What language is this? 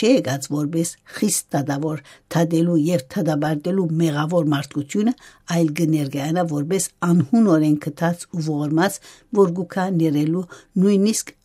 Western Armenian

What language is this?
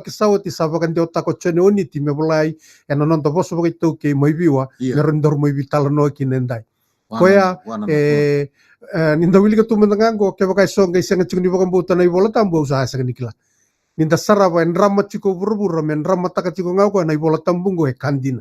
Fijian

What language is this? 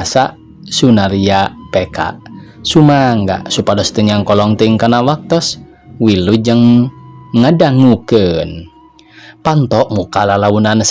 Sundanese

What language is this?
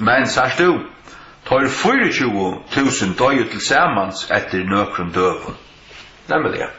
Faroese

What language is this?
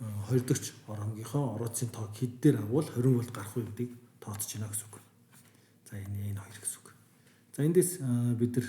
Mongolian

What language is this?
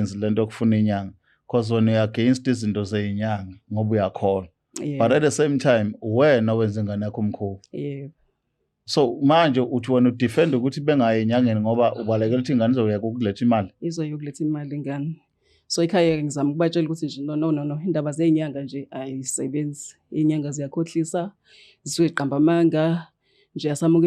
Zulu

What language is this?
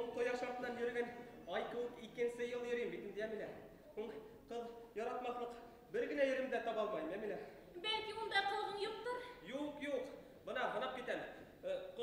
Bashkir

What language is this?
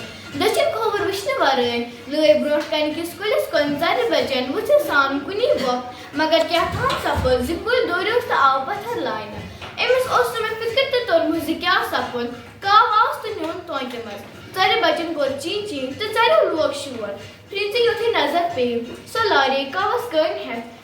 Kashmiri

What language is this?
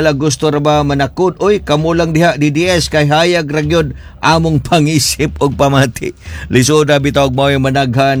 Cebuano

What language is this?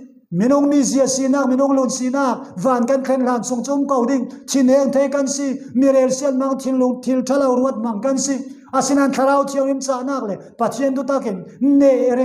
Falam Chin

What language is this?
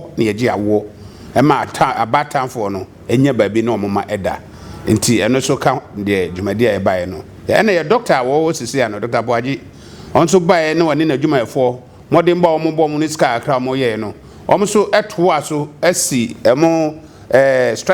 Akan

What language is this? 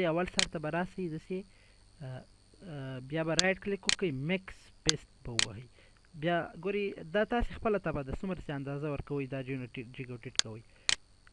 Pashto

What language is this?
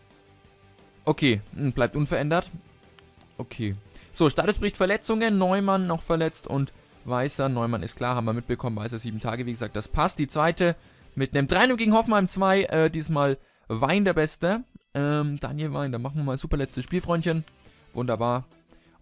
German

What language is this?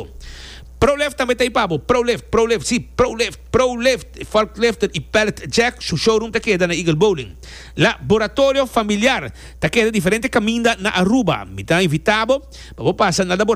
Papiamento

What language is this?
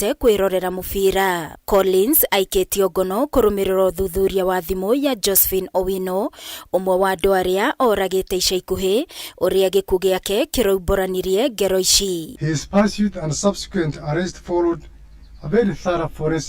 Kikuyu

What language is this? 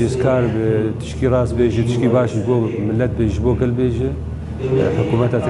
Kurdish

